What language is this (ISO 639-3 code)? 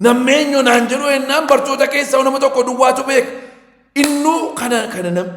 orm